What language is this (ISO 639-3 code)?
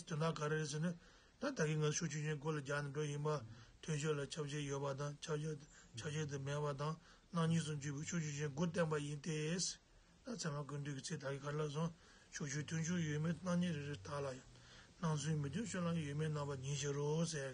bod